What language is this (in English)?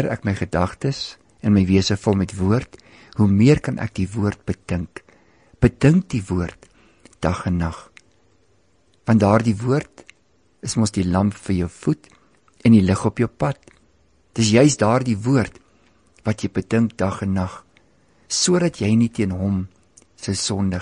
Afrikaans